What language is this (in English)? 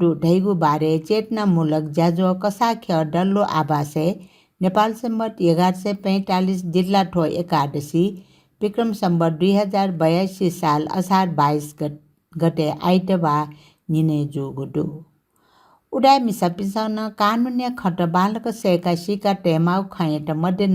Newari